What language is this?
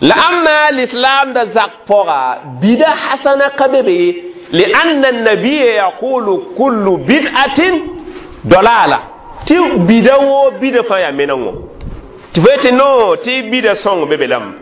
Mossi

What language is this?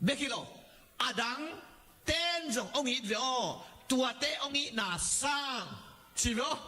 Tedim Chin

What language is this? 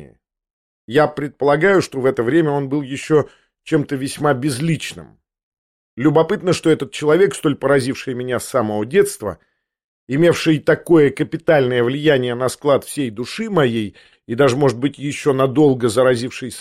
Russian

